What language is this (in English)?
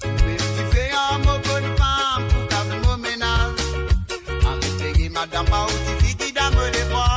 Morisyen